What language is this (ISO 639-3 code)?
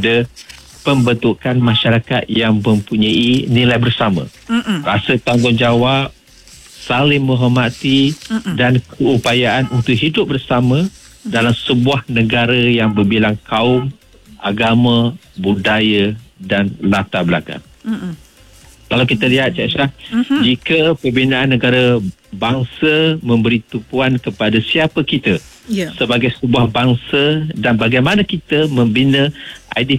msa